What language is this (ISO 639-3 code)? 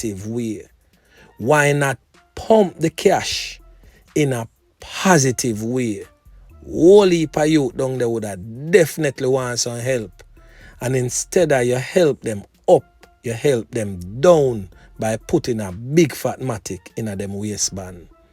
jam